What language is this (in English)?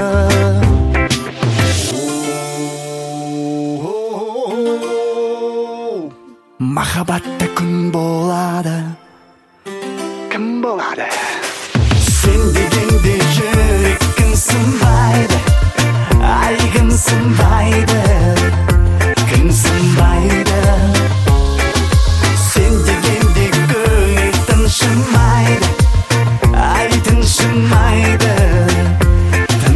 Kazakh